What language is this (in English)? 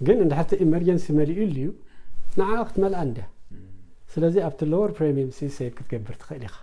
Tigrinya